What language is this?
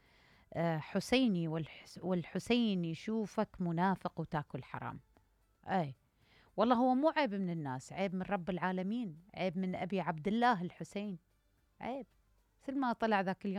Mesopotamian Arabic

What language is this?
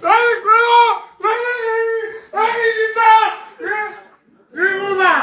Tswana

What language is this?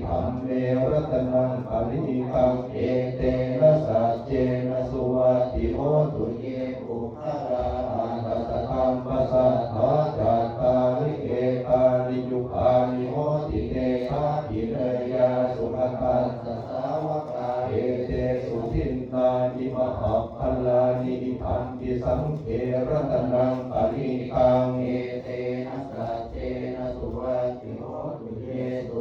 Pali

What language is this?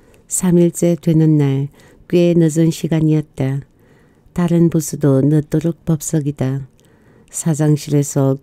Korean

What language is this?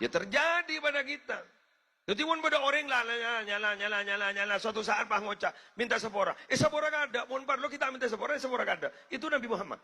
Madurese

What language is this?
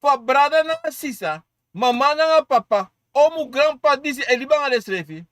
Sranan Tongo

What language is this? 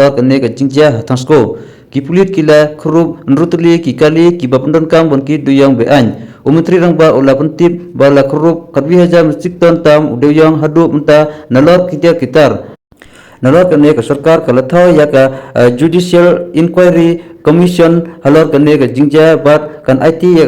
Khasi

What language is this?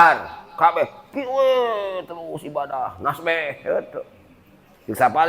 Sundanese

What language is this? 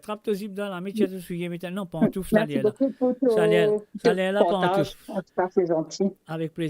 Morisyen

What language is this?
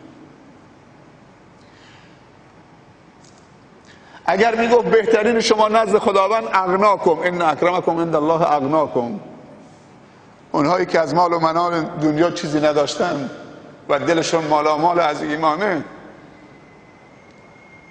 Persian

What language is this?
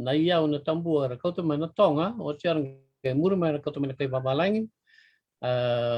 Fijian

